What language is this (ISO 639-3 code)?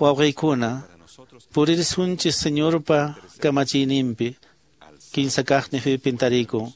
que